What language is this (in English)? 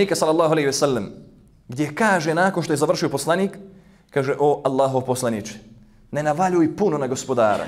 Bosnian